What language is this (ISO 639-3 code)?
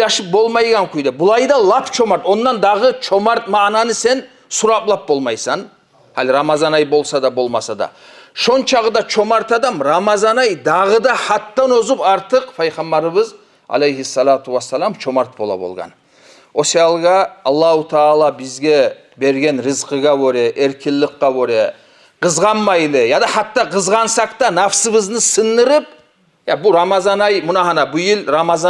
kum